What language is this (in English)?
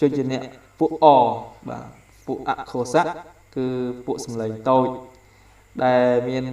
Khmer